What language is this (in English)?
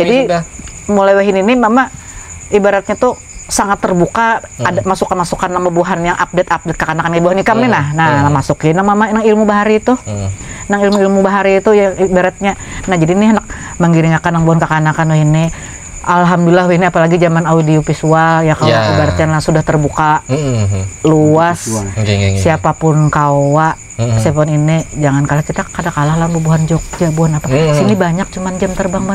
Banjar